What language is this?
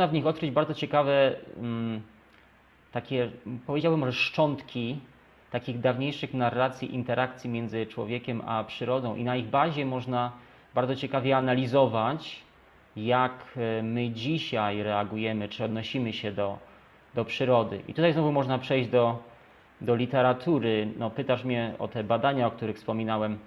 Polish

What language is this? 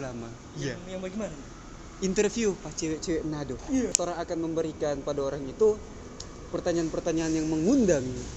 Manado Malay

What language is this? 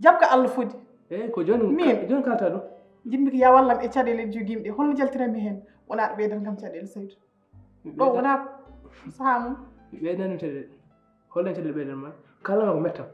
Fula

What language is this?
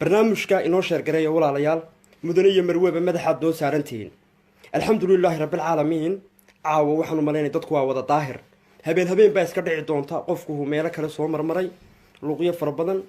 Somali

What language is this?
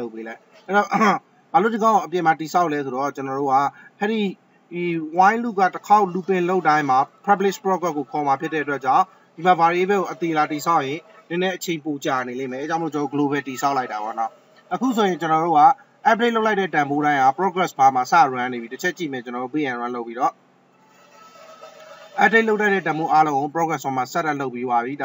Burmese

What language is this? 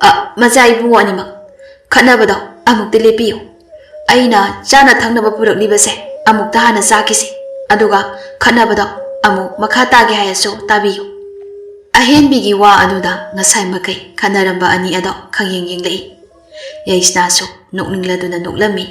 Manipuri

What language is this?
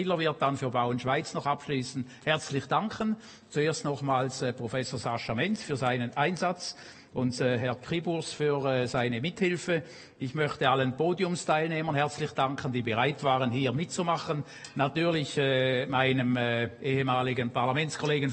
German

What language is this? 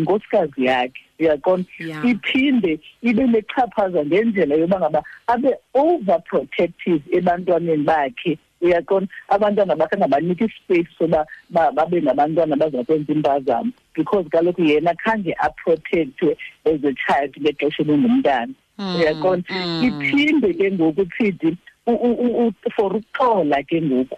Xhosa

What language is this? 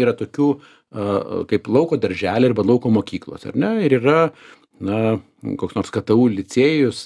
Lithuanian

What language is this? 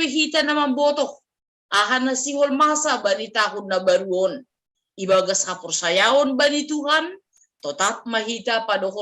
Batak Simalungun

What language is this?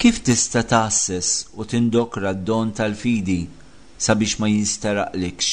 Maltese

